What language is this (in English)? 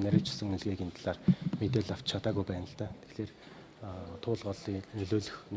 Mongolian